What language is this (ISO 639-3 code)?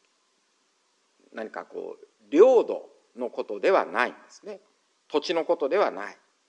jpn